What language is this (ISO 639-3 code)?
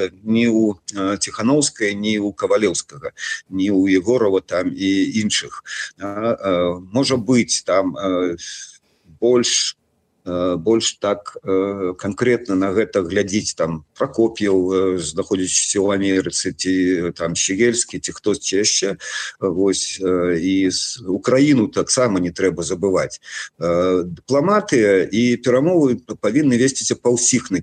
bel